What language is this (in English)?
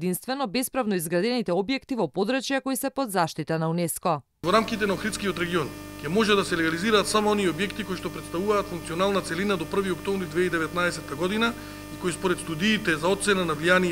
Macedonian